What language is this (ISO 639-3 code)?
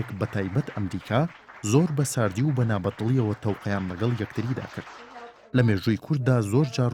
ckb